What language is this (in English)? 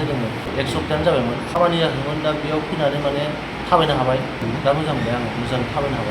Bodo